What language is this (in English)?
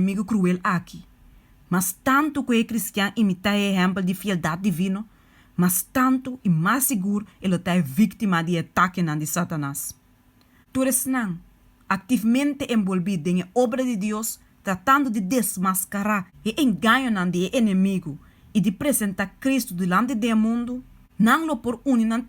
Papiamento